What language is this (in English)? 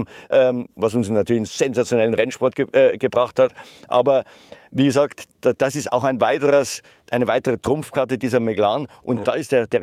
German